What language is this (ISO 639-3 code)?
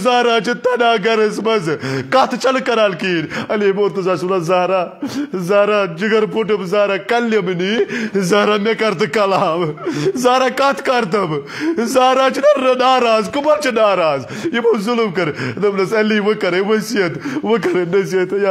kas